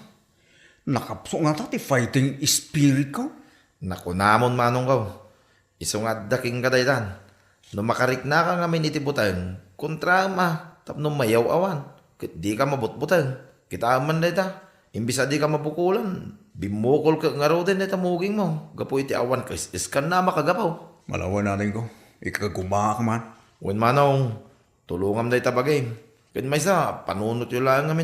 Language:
Iloko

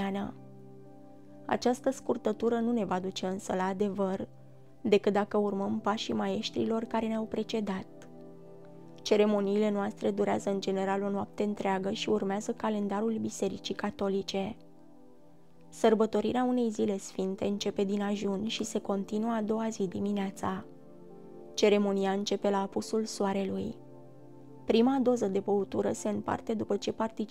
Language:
Romanian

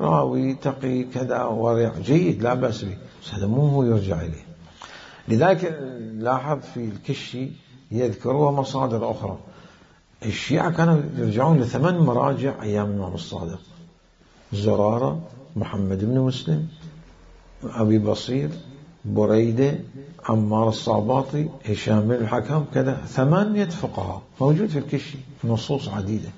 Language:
Mesopotamian Arabic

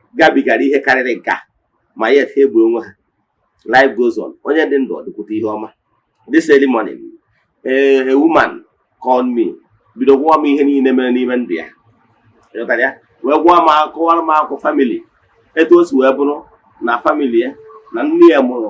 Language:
Igbo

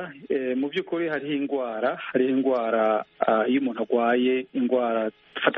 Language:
Kinyarwanda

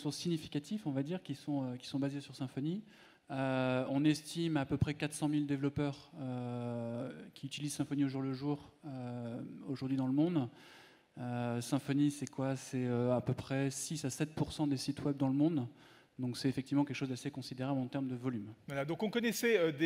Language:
French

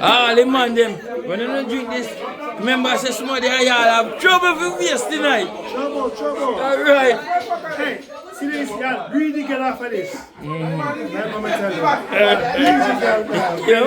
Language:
Jamaican Creole English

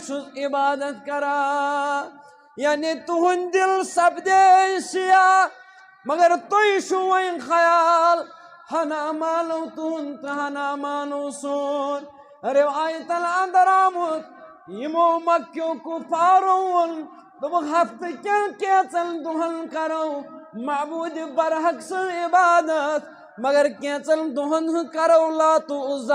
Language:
Kashmiri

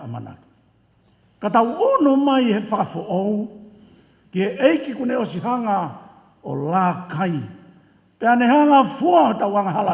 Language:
Tongan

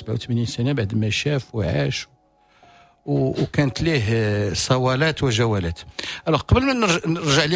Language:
Moroccan Arabic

